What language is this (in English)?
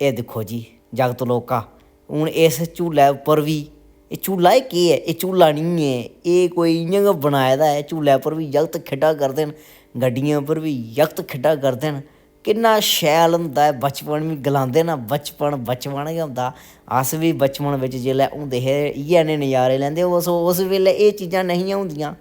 Dogri